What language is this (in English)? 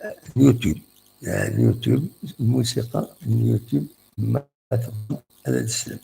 Kabyle